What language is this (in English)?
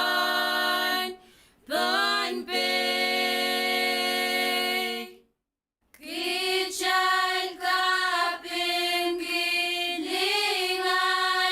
Pohnpeian